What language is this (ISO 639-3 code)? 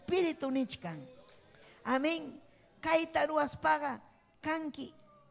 quy